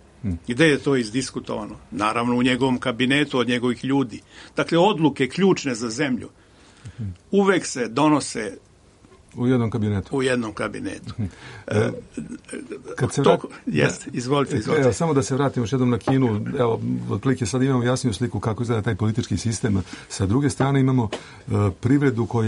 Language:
Serbian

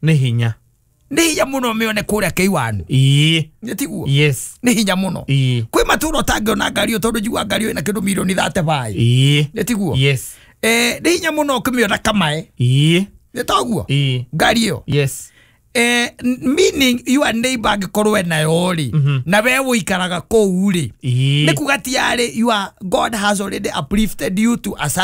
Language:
Kikuyu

